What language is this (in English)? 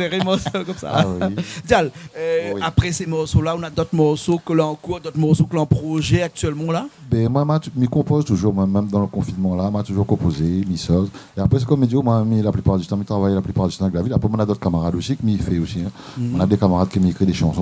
Réunion Creole French